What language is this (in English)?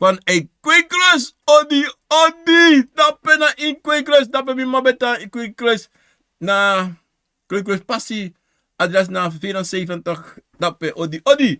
Sranan Tongo